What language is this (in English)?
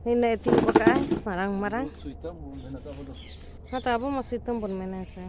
Santali